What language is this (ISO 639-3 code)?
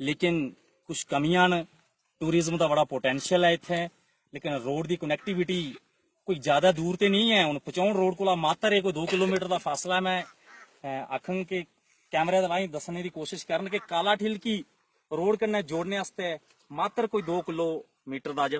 doi